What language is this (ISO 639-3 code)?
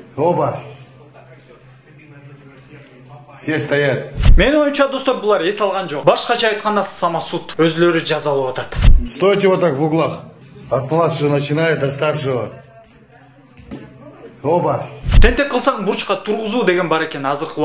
kir